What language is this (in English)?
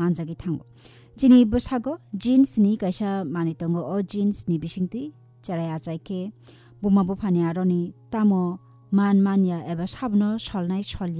Kok Borok